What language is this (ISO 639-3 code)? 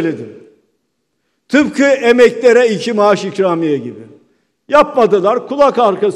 tur